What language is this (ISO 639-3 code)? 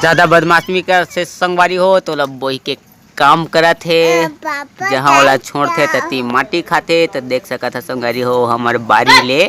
hne